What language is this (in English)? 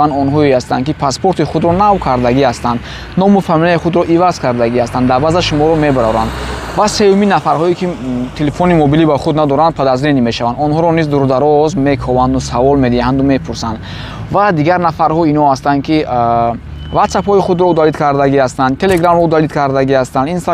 Tajik